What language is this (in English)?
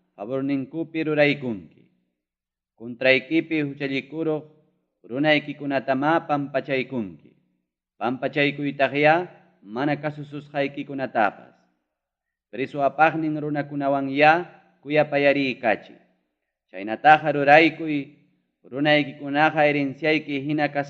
Ayacucho Quechua